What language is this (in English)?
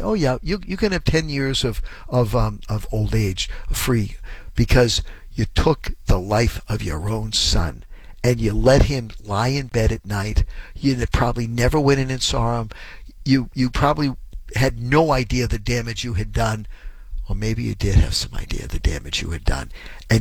English